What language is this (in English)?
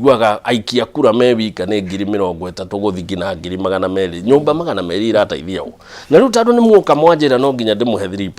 Kikuyu